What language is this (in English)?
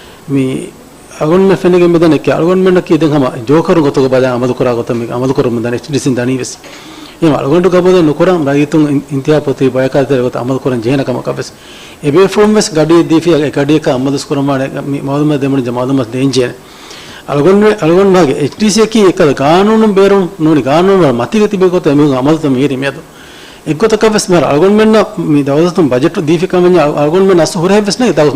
Divehi